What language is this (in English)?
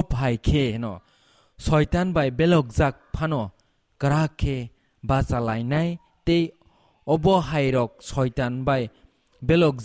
Kok Borok